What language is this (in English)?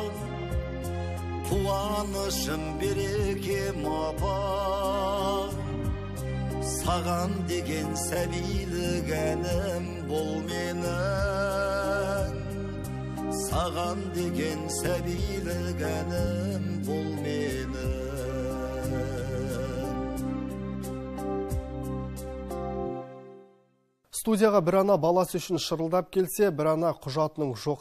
Kazakh